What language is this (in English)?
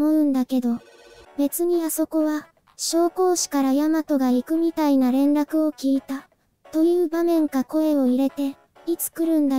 Japanese